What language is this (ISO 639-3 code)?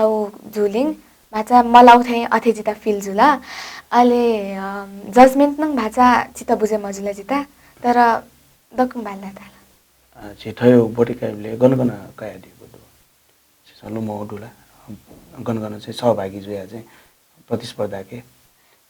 new